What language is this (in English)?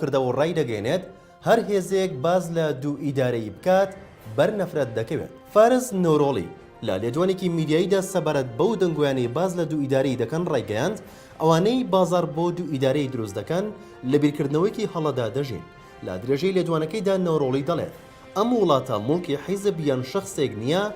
Central Kurdish